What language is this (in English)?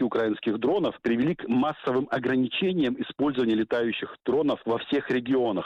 Russian